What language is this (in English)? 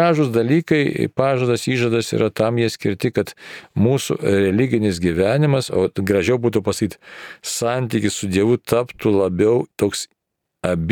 Lithuanian